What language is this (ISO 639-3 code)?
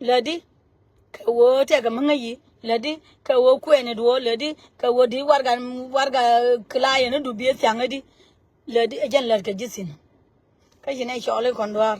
nus